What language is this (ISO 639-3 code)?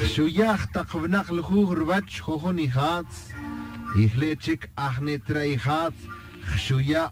tzj